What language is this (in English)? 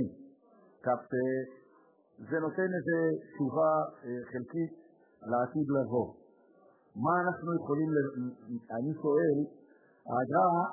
Hebrew